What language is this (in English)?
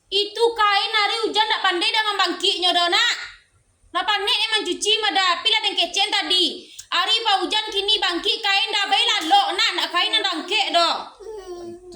Minangkabau